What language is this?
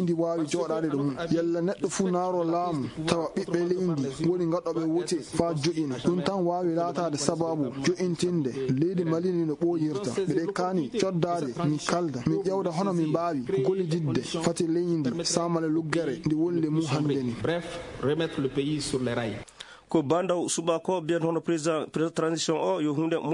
Fula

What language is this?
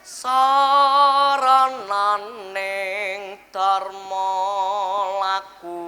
Javanese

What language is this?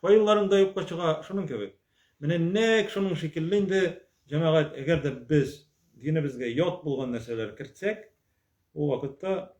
Tatar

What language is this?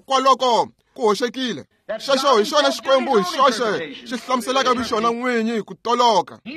Tsonga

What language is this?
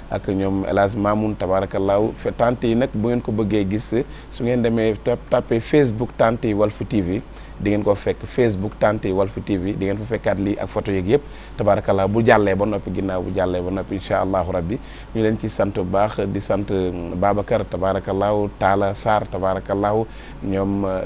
Wolof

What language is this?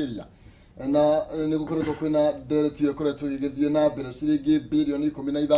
Kikuyu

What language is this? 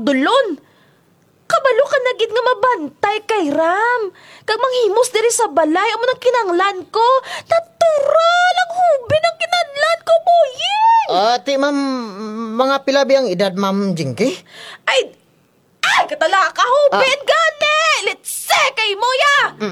Kinaray-a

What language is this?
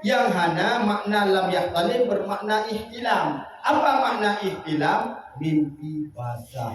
Achinese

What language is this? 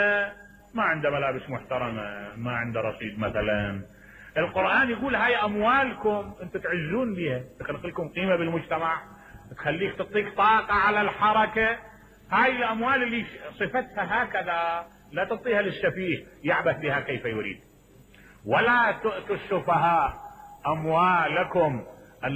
Mesopotamian Arabic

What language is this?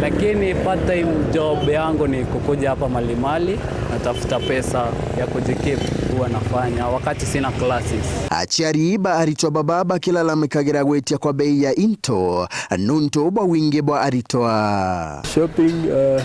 Meru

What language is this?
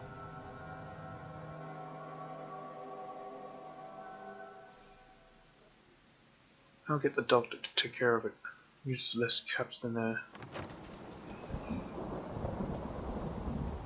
English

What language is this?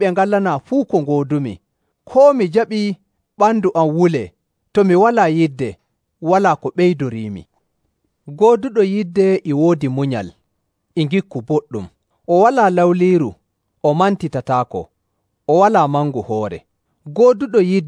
Nigerian Fulfulde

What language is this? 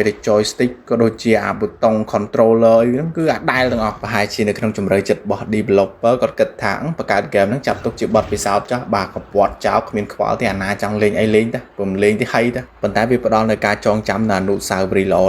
Khmer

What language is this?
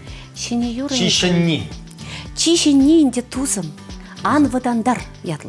Chuvash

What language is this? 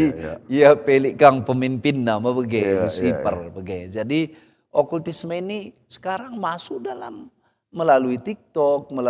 Batak Karo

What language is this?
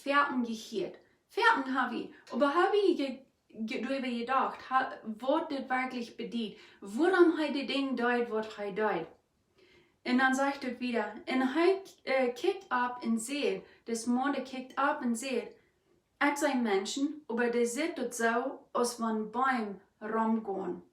Plautdietsch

